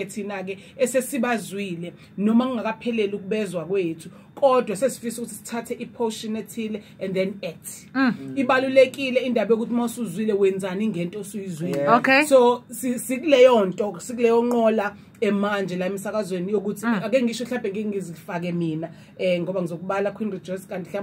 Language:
Zulu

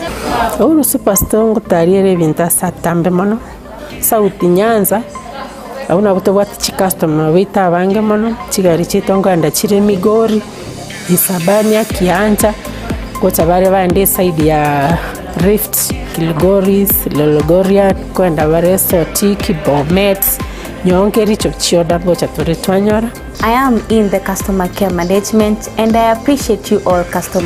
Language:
Gusii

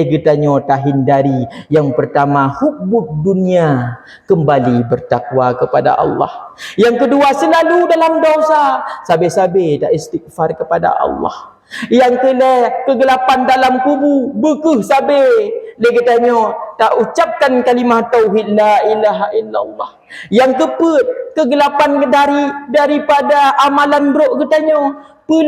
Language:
Achinese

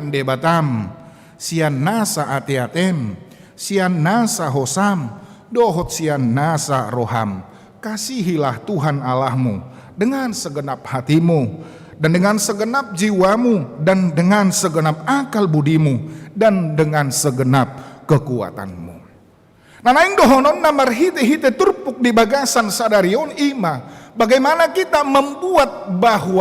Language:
Batak Toba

